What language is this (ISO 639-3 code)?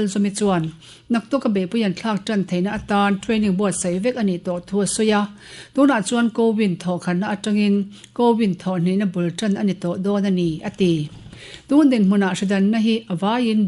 lus